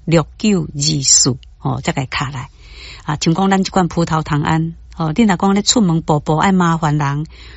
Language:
Min Nan Chinese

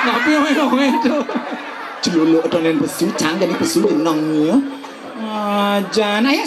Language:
Balinese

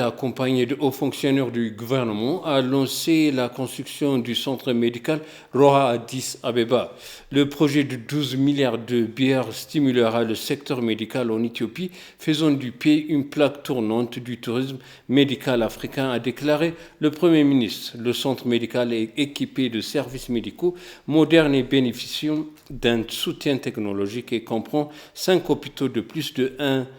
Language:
French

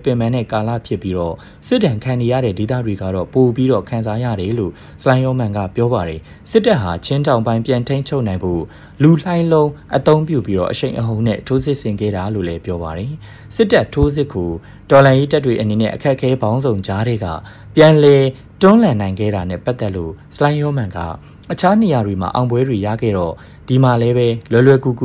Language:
Burmese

